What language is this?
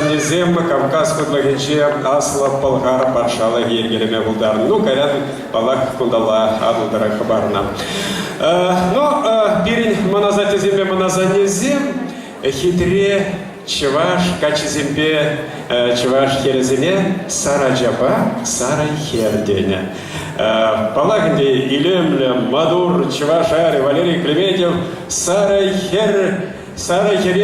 Chuvash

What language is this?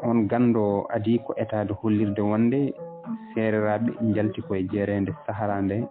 Fula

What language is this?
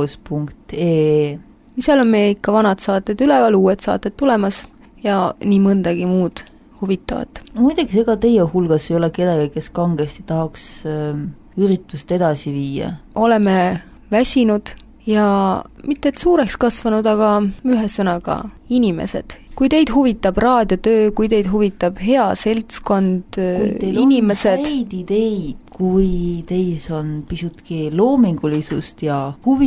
Estonian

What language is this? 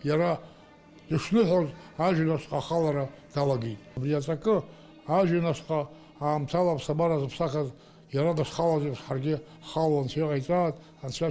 Abkhazian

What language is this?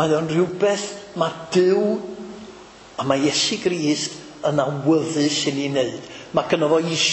Welsh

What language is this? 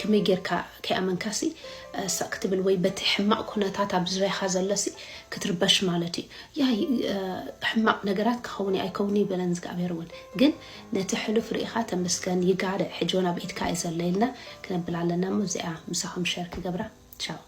Tigrinya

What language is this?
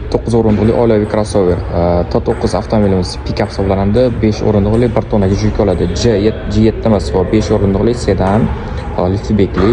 Uzbek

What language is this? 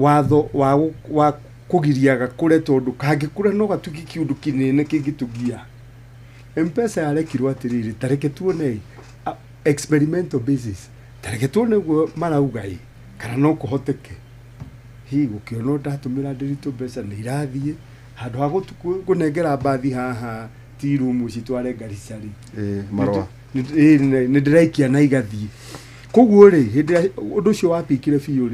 Kikuyu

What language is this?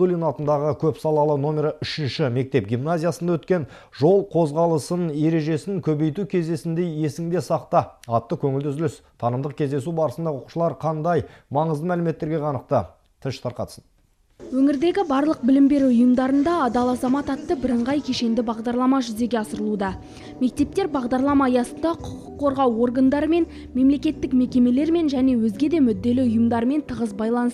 Kazakh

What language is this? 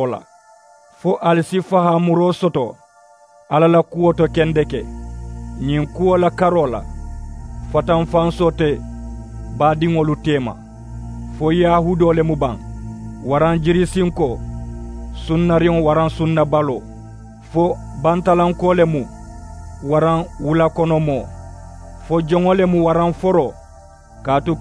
Mandingo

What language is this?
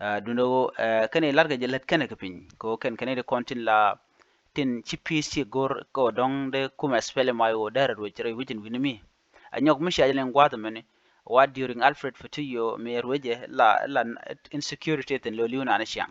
Nuer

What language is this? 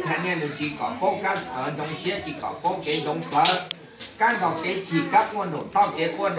Hmong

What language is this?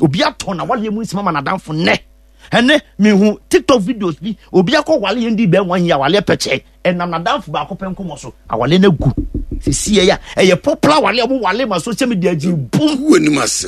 Akan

